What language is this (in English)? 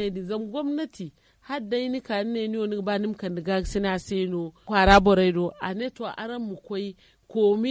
Zarma